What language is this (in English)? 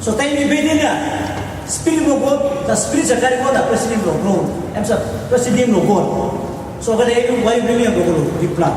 Tok Pisin